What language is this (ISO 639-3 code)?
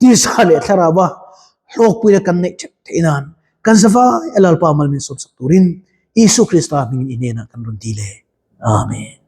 lus